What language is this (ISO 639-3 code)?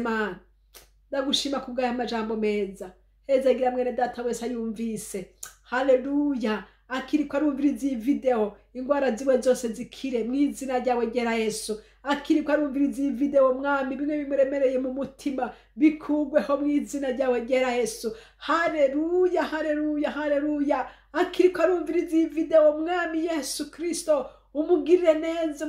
run